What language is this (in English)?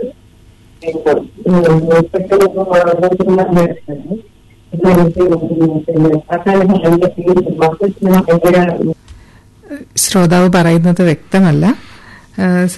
Malayalam